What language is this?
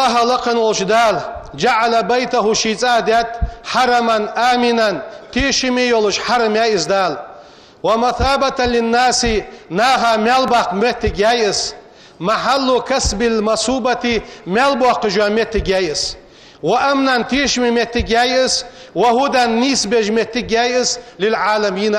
Ingush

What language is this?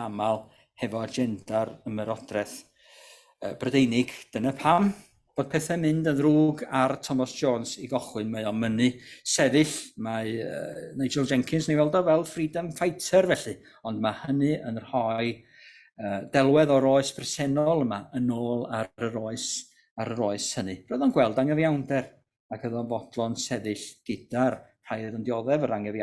Welsh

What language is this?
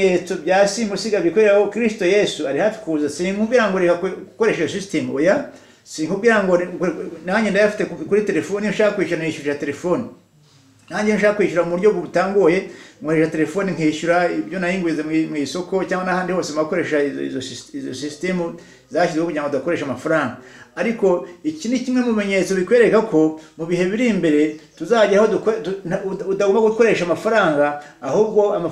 Kinyarwanda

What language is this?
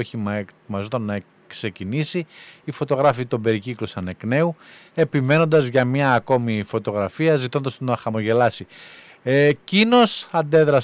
Greek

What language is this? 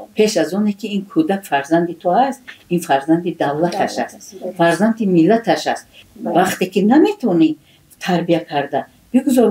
Tajik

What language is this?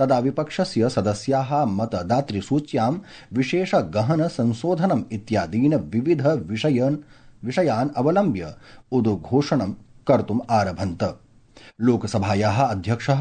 Sanskrit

